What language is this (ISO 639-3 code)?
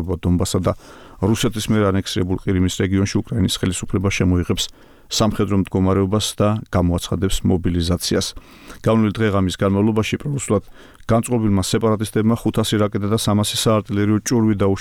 kat